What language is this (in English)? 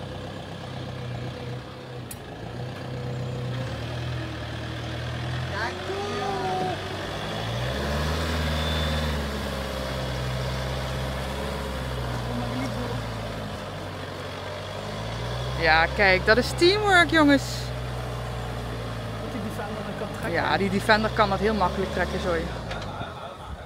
Dutch